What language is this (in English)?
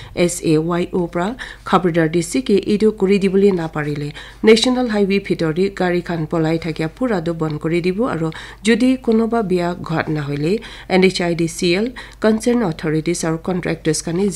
Naga Pidgin